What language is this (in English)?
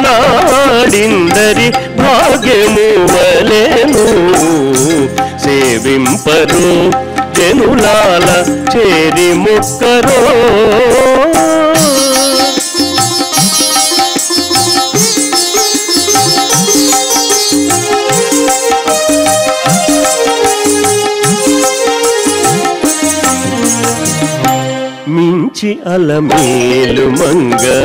Telugu